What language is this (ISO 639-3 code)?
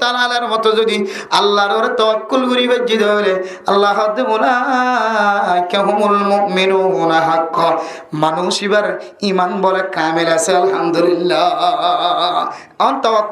rhg